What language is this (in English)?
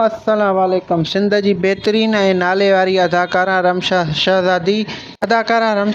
Sindhi